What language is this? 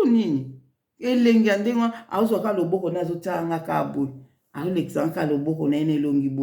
Lingala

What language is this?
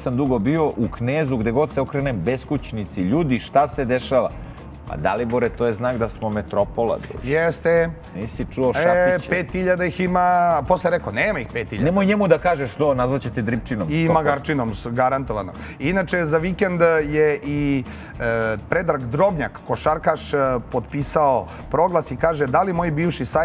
Serbian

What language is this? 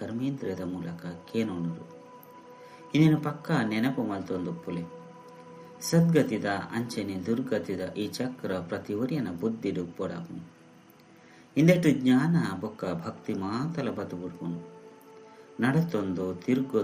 Tulu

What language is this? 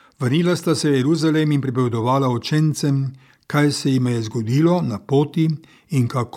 Slovenian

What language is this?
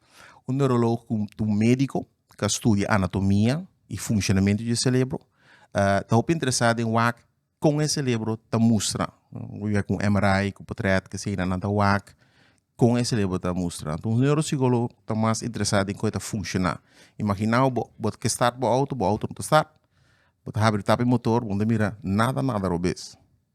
Papiamento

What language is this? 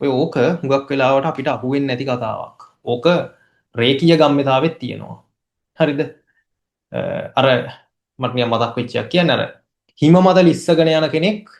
Sinhala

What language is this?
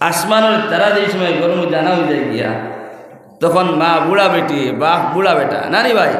Sylheti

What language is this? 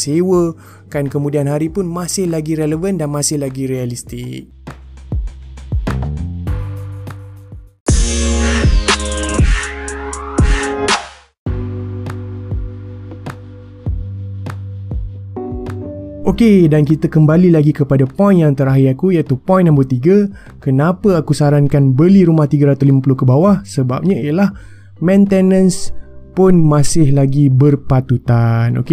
Malay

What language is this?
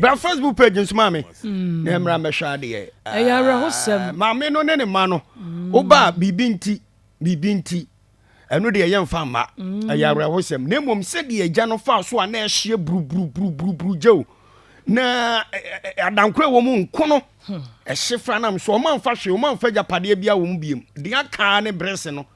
Akan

